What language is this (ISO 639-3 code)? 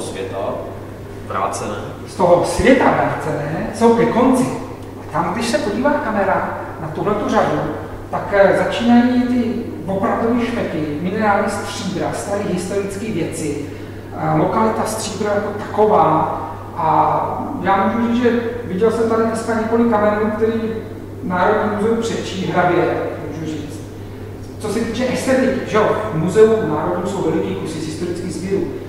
ces